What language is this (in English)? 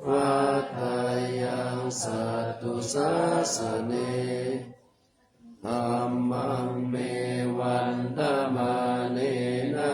Pali